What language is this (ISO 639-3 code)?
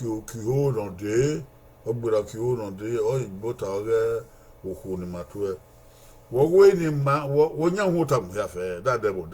bin